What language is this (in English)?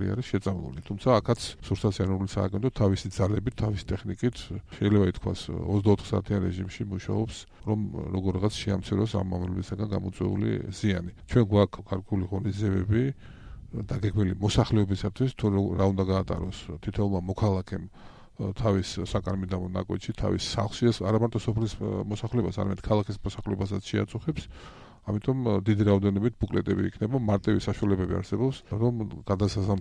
Georgian